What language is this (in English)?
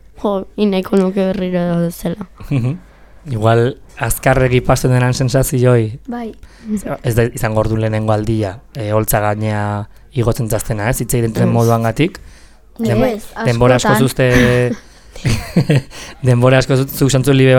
Basque